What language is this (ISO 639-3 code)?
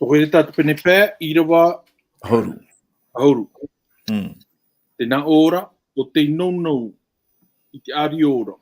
tah